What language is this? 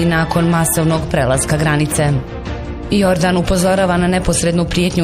Bosnian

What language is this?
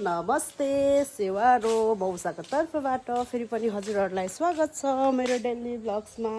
Nepali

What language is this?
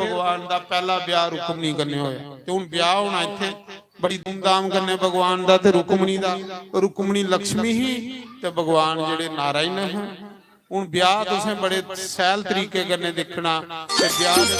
Dogri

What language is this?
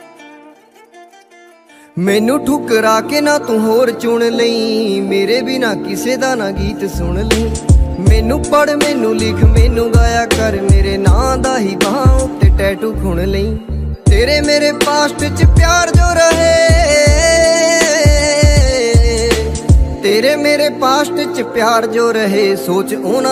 Punjabi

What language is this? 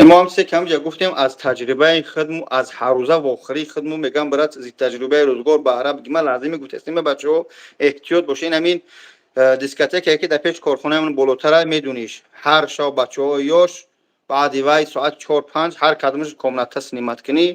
Tajik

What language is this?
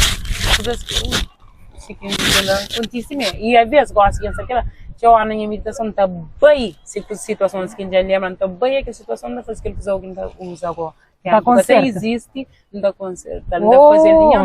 Kabuverdianu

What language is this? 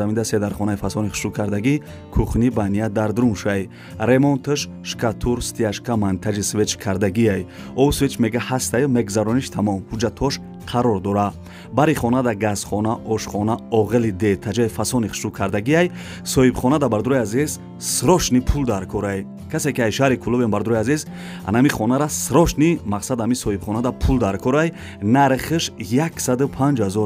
Tajik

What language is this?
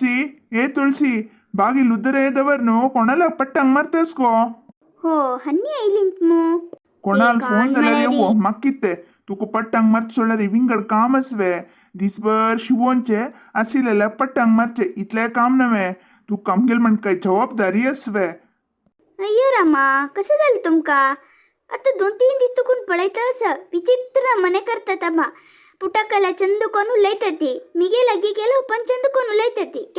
Konkani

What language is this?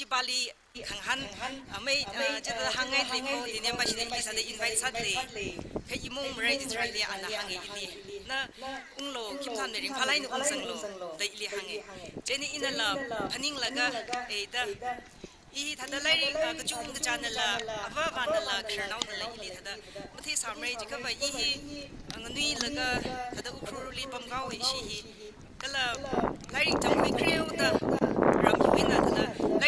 Tangkhul Naga (India)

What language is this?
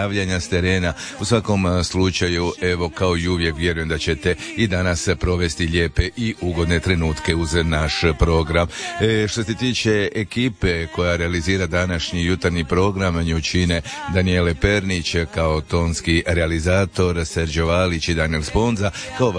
Croatian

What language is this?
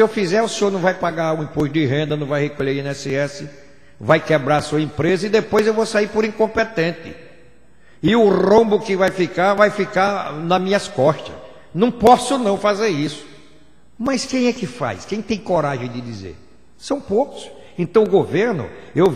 Portuguese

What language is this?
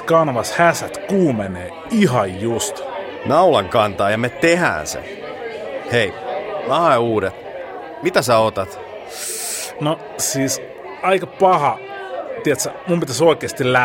Finnish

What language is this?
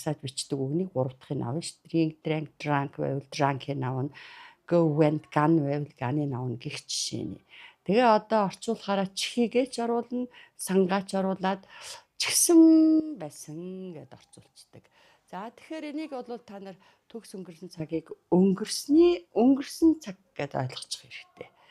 Mongolian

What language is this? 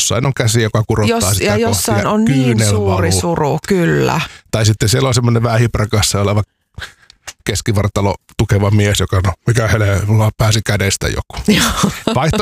Finnish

